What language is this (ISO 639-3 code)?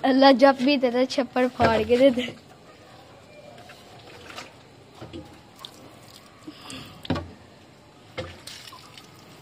hin